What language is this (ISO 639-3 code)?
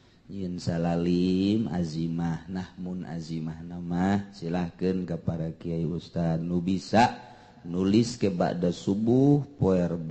sun